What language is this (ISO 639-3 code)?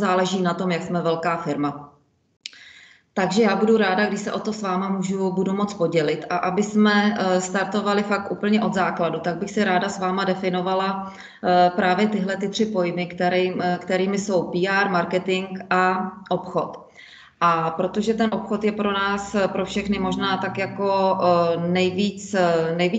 ces